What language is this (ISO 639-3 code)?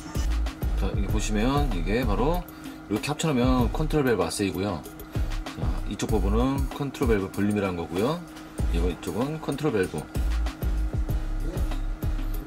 kor